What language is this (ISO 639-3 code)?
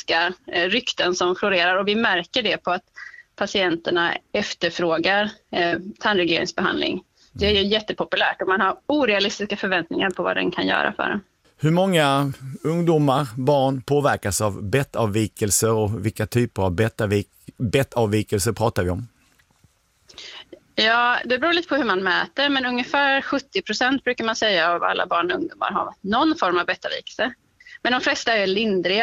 swe